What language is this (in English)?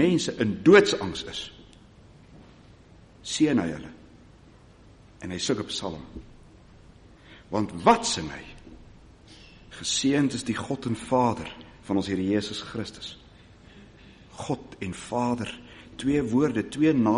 Afrikaans